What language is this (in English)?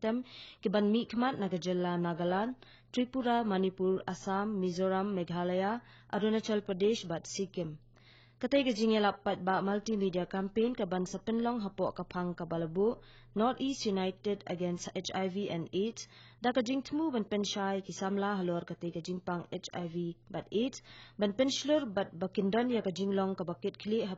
Khasi